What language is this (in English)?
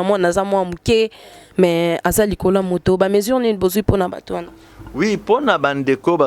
Lingala